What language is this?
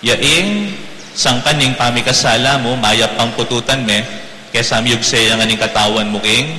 Pampanga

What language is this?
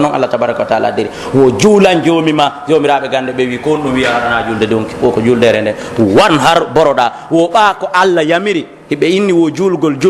Pular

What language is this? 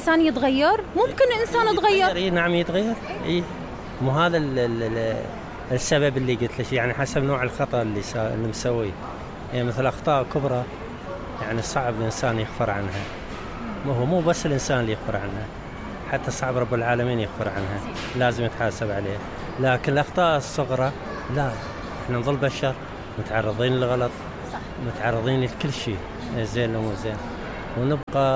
Mesopotamian Arabic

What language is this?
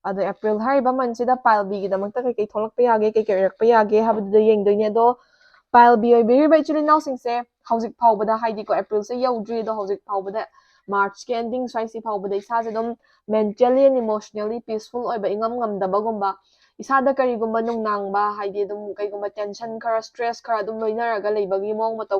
Manipuri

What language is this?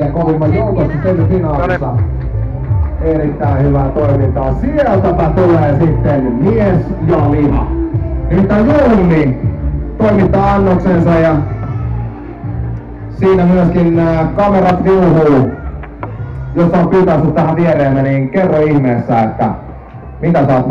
Finnish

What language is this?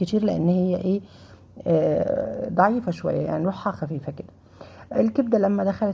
Egyptian Arabic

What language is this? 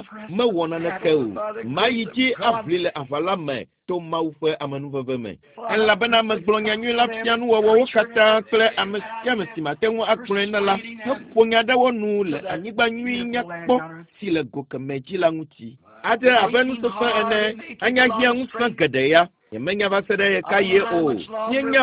Ewe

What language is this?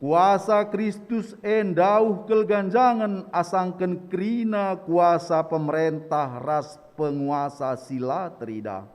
Batak Karo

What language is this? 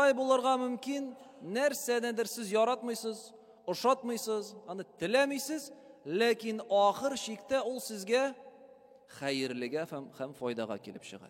Tatar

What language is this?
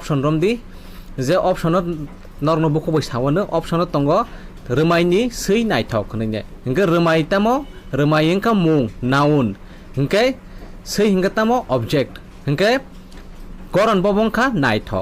Kok Borok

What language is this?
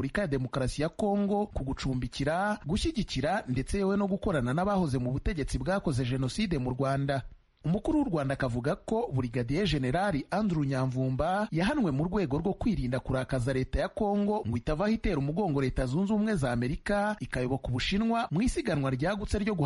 Kinyarwanda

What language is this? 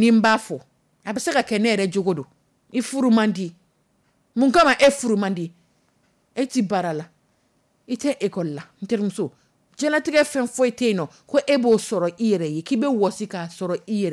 Dyula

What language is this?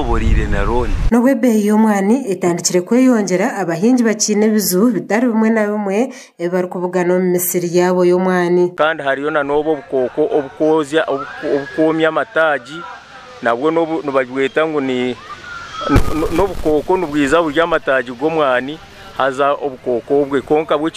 Nyankole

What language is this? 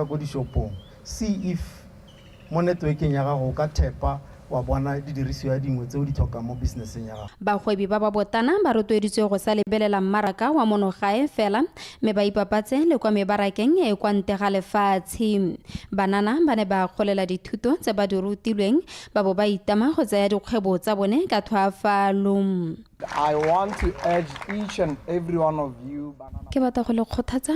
Tswana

